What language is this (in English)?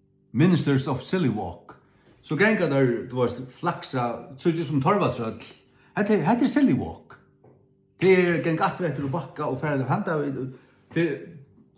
Faroese